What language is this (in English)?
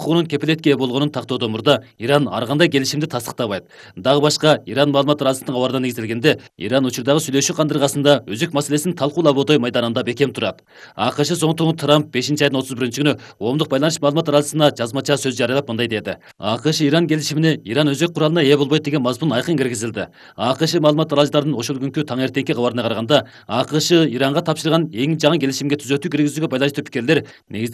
Kyrgyz